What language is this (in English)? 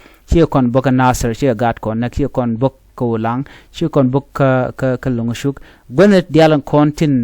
Nuer